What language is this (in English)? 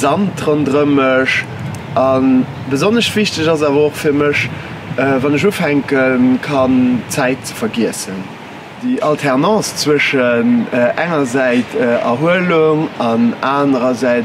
Luxembourgish